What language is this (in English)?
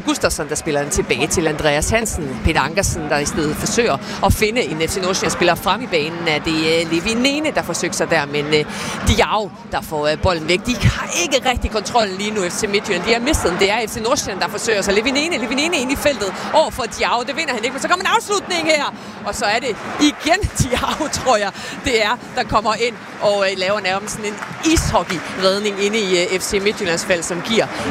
Danish